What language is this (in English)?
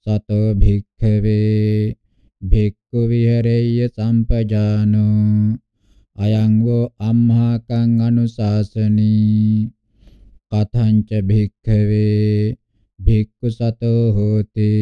Pali